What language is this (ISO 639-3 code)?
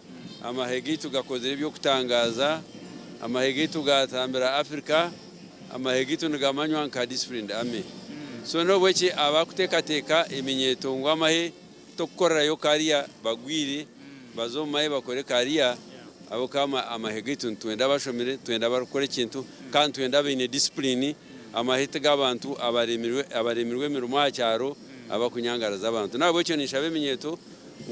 nyn